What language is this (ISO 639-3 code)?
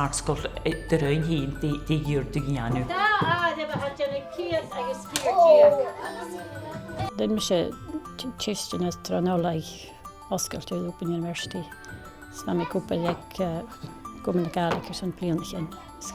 gla